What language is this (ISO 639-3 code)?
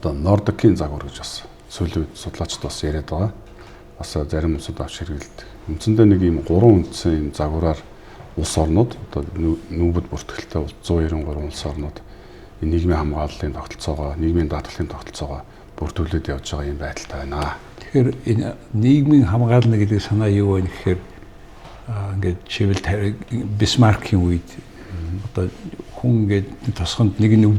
mon